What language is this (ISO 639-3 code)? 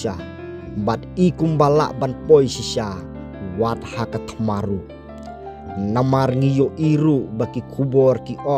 kha